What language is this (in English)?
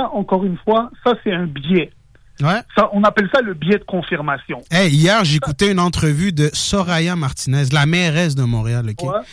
French